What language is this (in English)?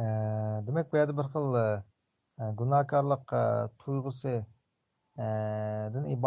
Uyghur